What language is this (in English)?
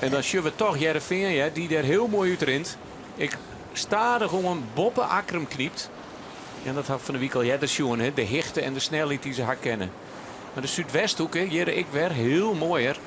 Western Frisian